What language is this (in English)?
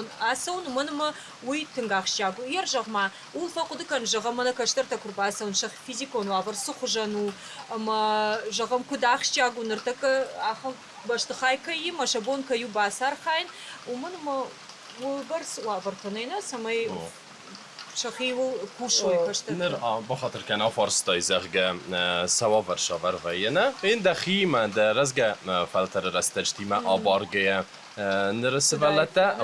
Ossetic